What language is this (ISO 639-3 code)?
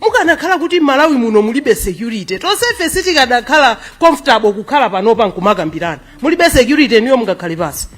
nya